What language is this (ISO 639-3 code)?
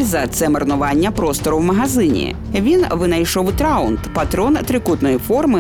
ukr